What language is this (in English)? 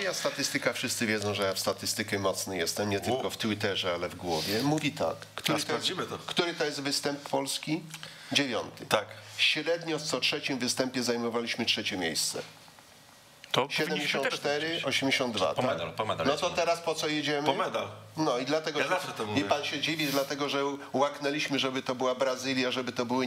Polish